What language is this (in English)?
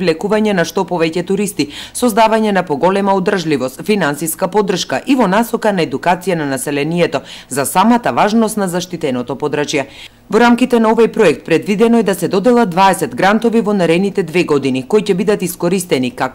Macedonian